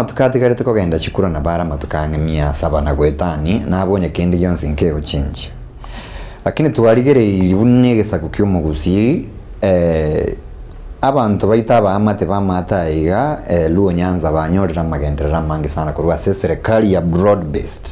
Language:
Gusii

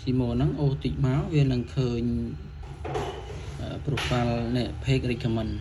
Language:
Khmer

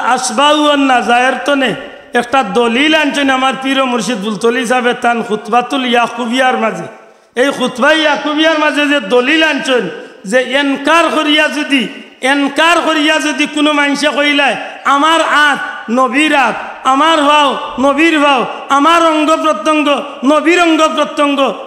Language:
Sylheti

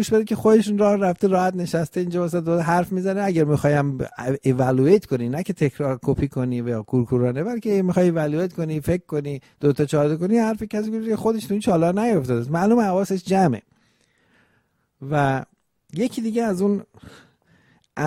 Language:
Persian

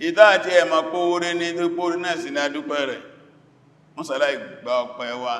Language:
Yoruba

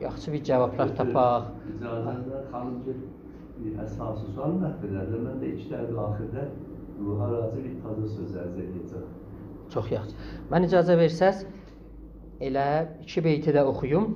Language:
South Azerbaijani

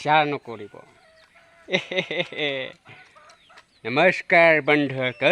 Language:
Assamese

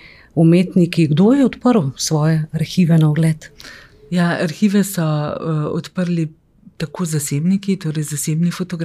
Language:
Slovenian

